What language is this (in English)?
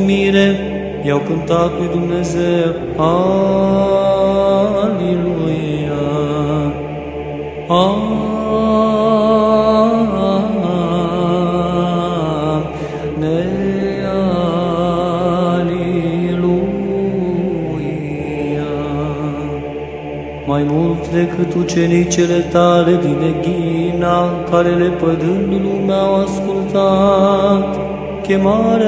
Romanian